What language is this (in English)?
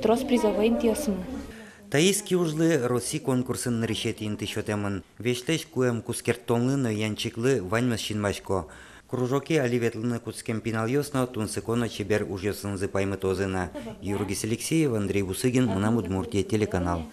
Udmurt